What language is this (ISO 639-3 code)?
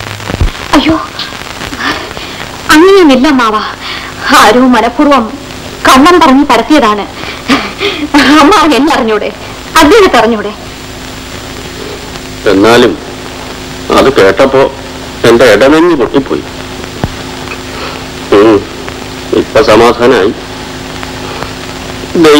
mal